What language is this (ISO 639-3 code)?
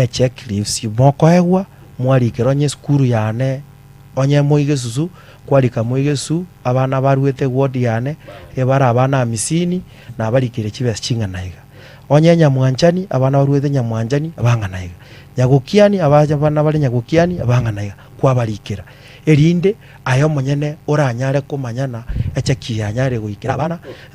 guz